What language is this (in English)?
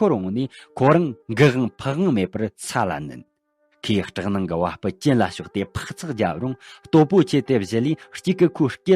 Tibetan